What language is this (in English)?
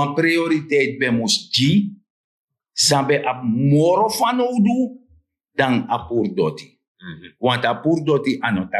Sranan Tongo